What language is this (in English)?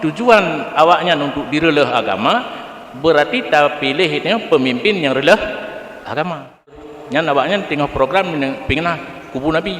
Achinese